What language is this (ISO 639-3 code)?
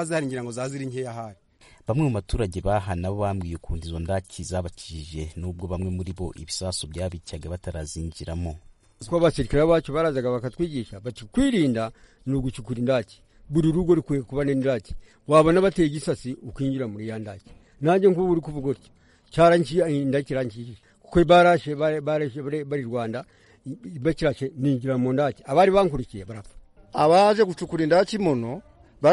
kin